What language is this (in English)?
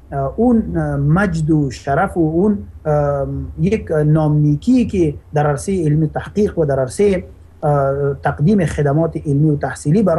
Persian